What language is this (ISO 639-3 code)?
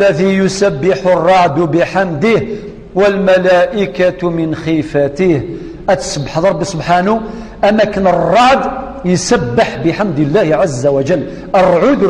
kab